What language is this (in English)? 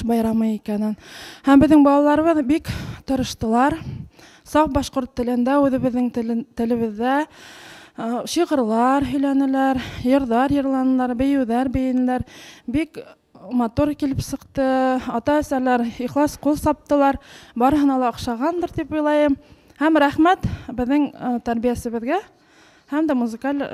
Bashkir